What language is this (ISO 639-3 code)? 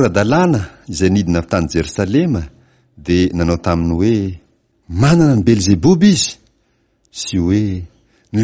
mlg